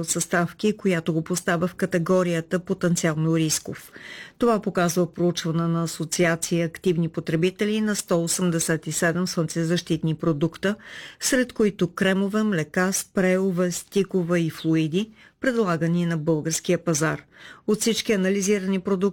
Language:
Bulgarian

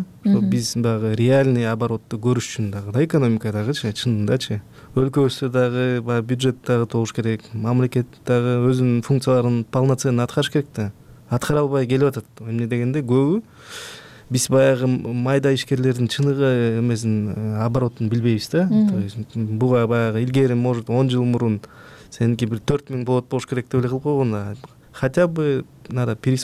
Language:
Kyrgyz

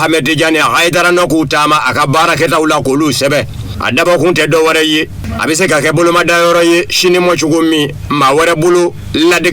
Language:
Bambara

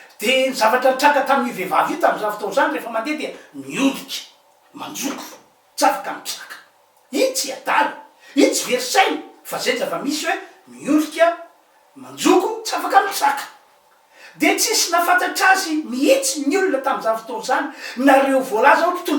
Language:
Malagasy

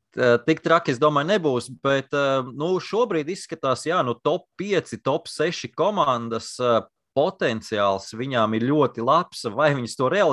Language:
Latvian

